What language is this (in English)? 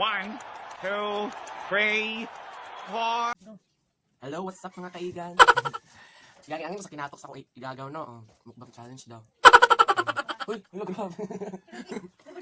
Cebuano